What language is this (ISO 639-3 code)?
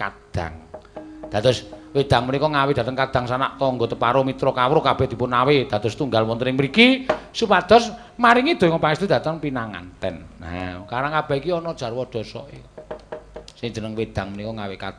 jav